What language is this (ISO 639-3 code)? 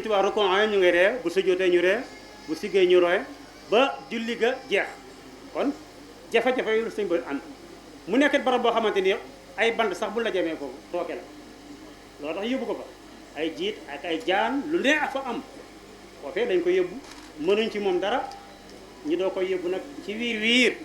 wol